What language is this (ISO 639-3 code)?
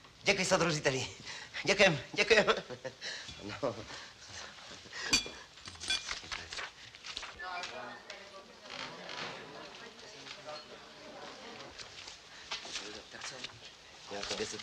ces